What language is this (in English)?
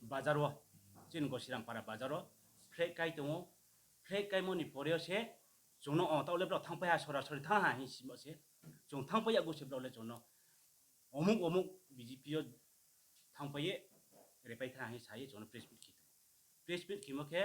Riang (India)